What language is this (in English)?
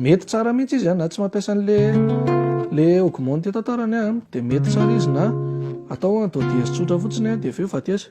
Malagasy